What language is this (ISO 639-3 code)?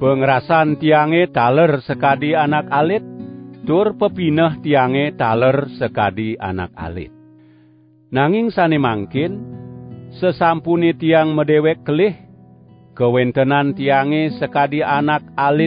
ban